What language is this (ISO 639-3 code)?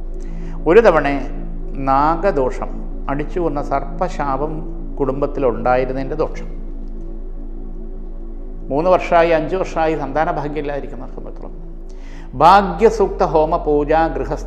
mal